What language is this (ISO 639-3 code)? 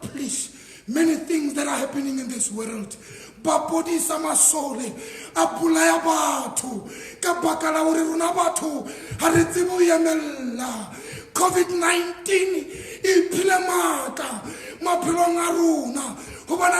sot